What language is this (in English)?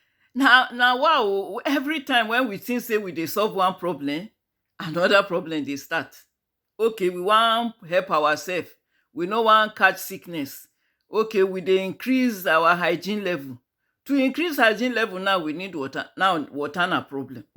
Nigerian Pidgin